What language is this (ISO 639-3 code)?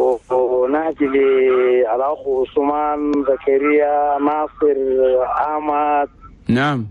shu